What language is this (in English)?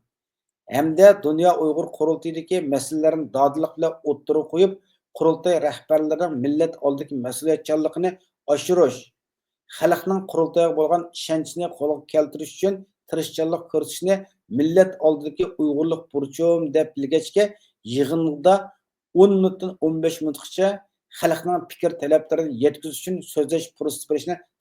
Uyghur